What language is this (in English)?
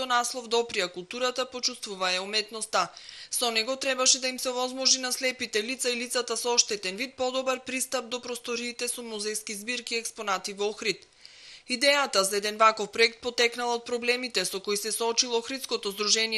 Macedonian